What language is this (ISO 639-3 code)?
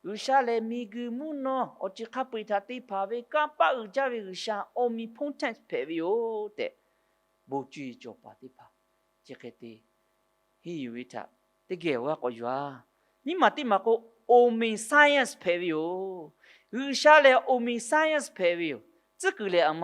lhu